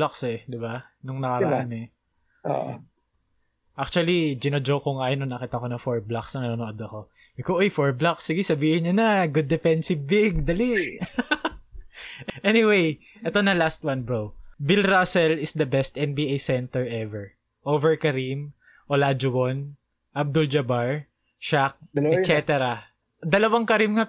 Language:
Filipino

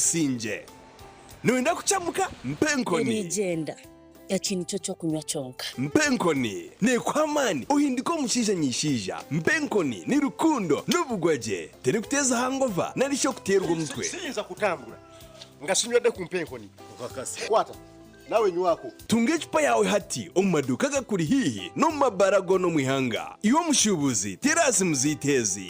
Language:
Nyankole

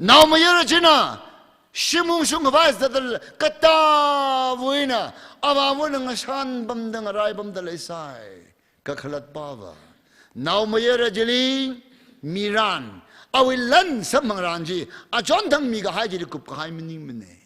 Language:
Tangkhul Naga (India)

